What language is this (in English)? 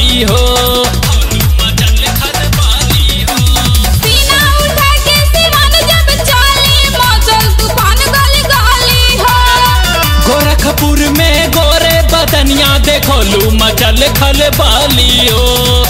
Bhojpuri